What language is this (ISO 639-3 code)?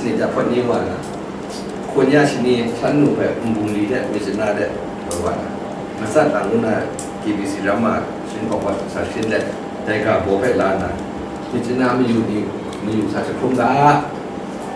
kac